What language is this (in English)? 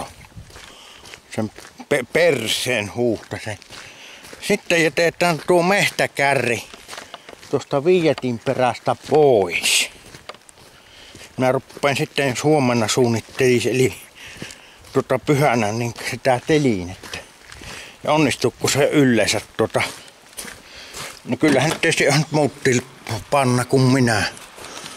Finnish